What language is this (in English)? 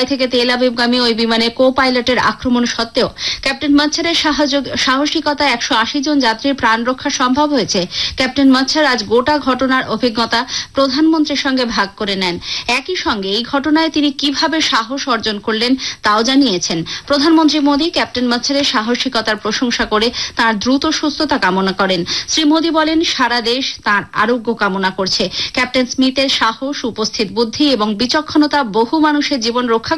Bangla